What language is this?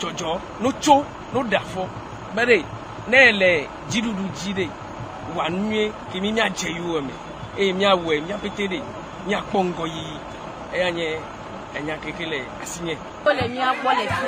Ewe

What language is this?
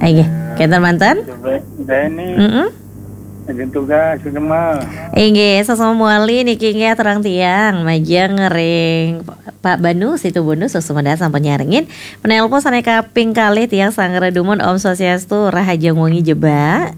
Balinese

